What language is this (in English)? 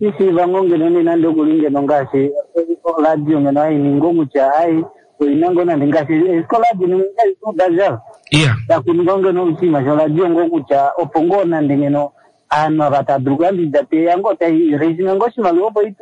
Kuanyama